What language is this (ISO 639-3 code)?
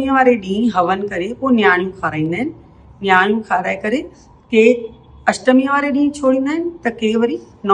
snd